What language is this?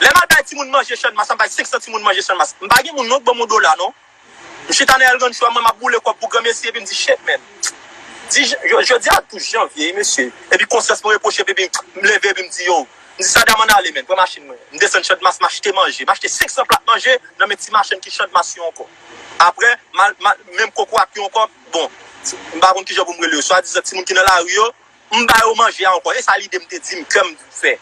Haitian Creole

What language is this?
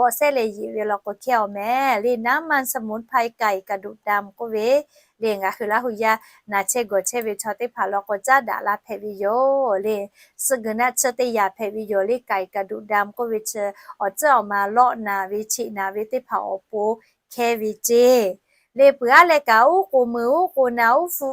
Lahu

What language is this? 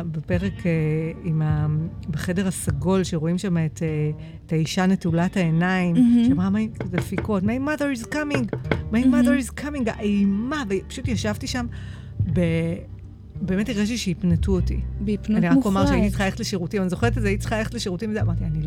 Hebrew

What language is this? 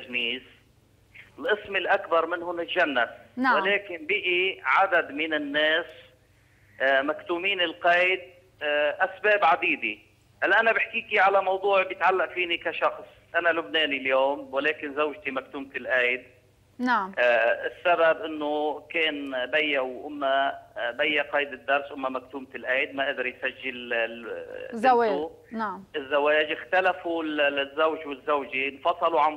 North Levantine Arabic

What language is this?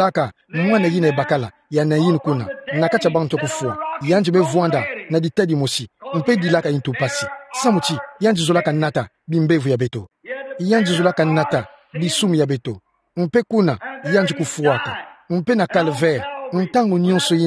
Kituba (Democratic Republic of Congo)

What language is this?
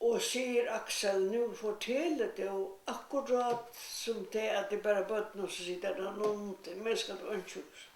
Faroese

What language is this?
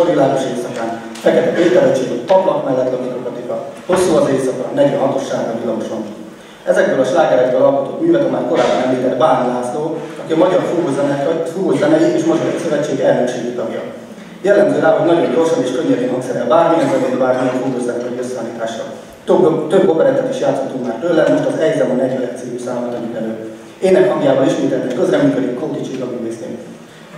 Hungarian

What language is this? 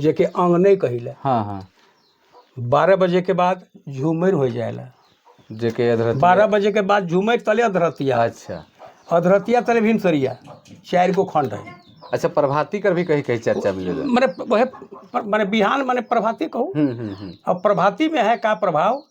Sadri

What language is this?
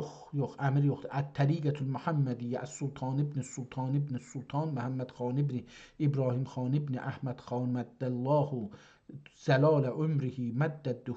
South Azerbaijani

